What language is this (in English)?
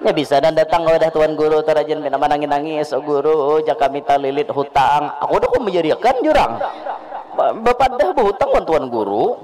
Banjar